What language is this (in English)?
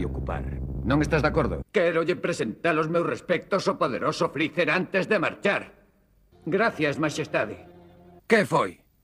Galician